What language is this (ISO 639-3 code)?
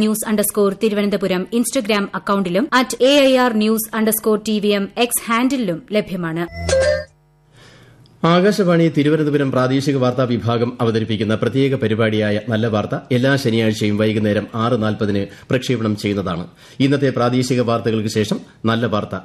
mal